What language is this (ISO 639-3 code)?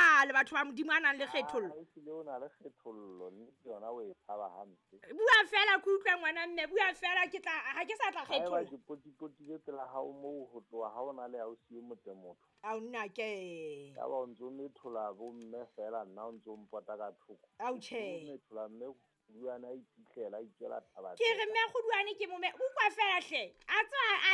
sot